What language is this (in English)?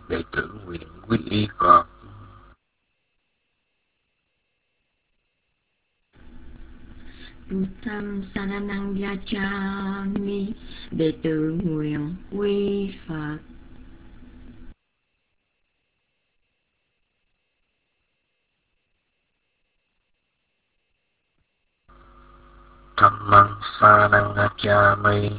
Vietnamese